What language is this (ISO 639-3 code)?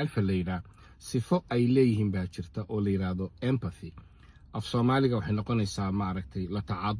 som